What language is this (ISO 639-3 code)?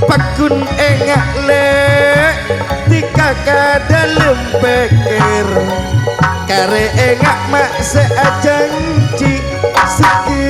mad